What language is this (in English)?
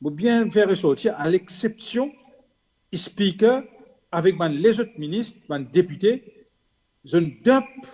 Morisyen